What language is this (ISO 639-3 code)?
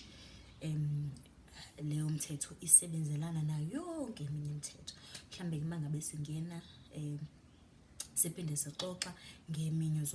zul